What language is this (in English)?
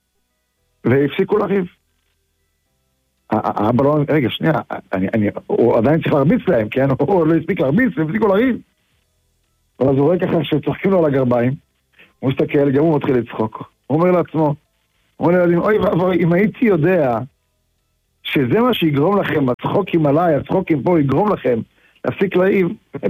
Hebrew